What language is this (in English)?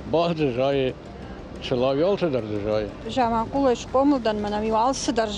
Ossetic